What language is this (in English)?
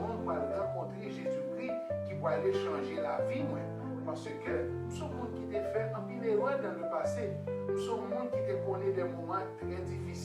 Haitian Creole